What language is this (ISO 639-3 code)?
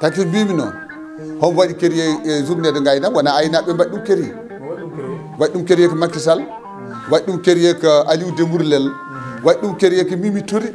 ful